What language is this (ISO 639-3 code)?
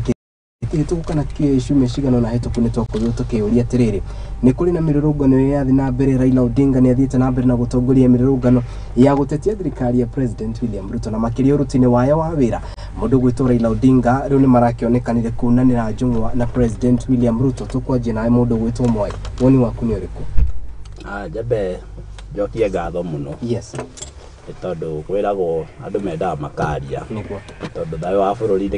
kik